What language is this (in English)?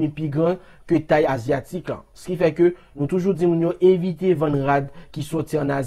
Haitian Creole